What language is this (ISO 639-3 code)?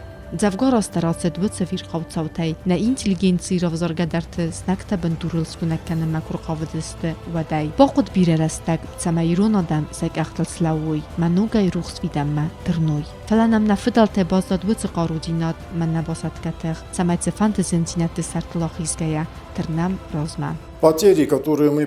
oss